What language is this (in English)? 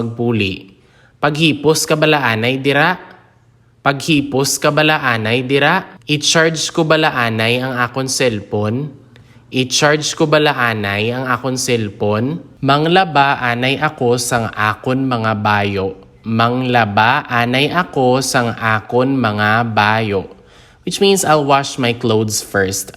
Hiligaynon